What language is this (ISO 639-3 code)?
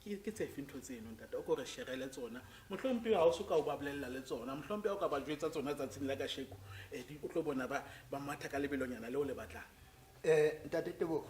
tsn